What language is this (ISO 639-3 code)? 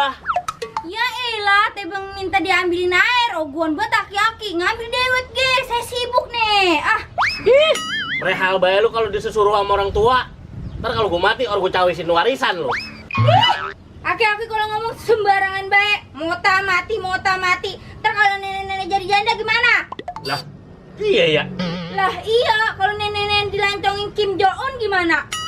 bew